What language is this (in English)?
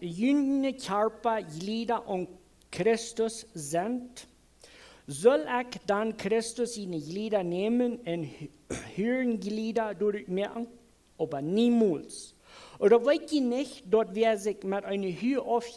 Plautdietsch